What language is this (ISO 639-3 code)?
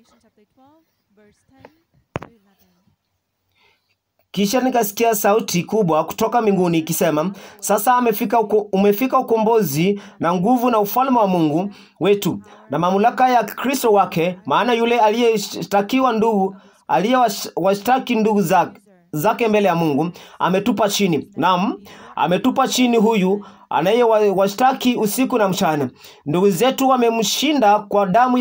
swa